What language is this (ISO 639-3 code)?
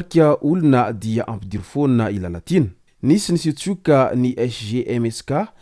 mlg